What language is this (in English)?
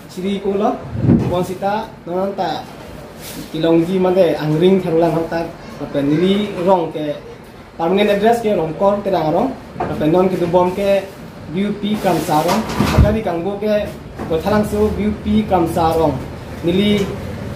Karbi